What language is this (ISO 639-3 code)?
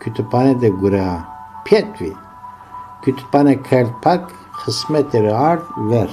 zza